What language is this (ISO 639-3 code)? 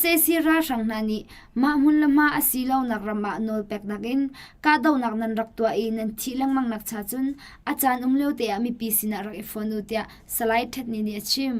cnh